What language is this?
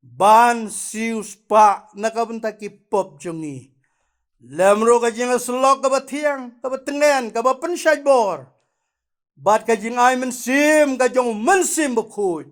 Khasi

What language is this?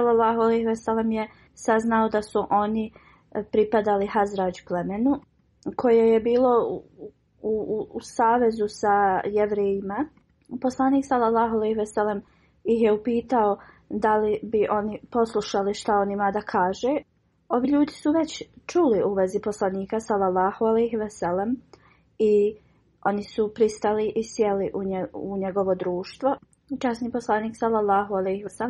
Bosnian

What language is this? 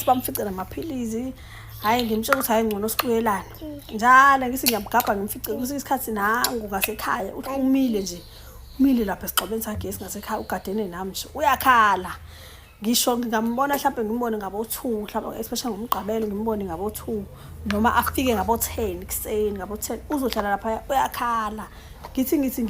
Zulu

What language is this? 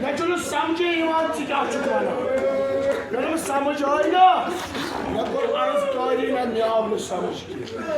Kashmiri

